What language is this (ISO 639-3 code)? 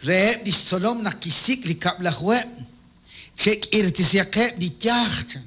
kek